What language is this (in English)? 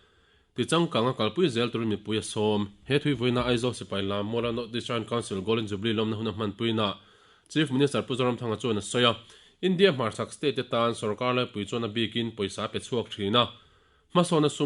Mizo